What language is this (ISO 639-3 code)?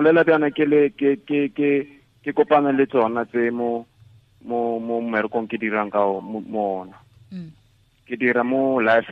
tsn